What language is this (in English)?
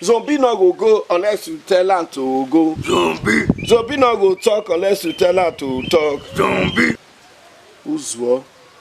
Bini